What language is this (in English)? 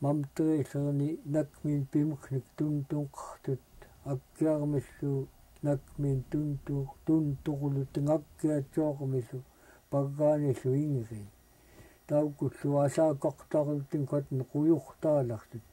Central Yupik